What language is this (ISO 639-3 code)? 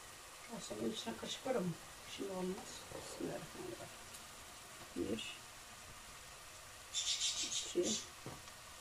tur